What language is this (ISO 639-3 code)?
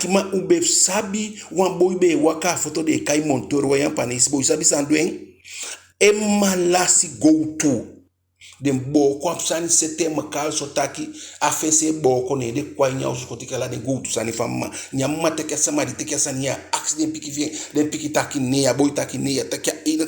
djk